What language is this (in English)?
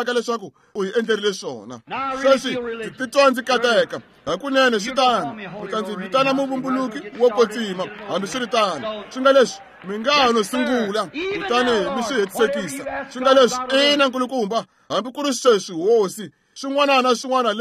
Tsonga